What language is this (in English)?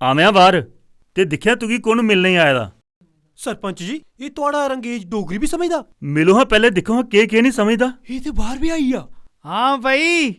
Dogri